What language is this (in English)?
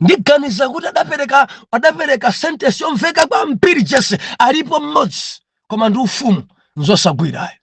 Nyanja